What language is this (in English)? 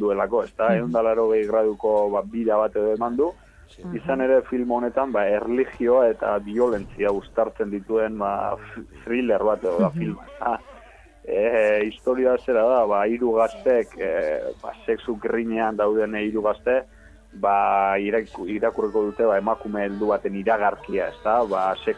Basque